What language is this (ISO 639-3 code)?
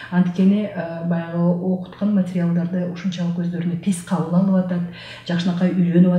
kir